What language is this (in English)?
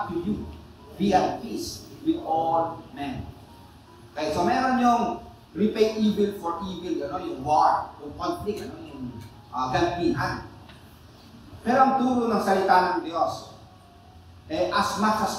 Filipino